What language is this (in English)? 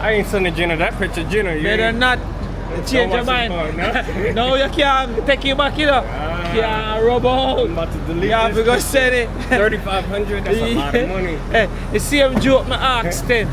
Jamaican Creole English